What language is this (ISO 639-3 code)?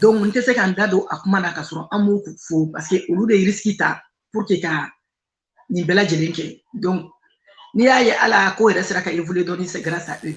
bam